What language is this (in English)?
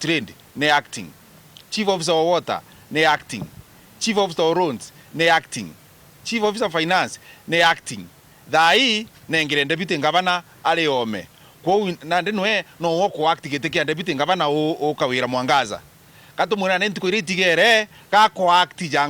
Meru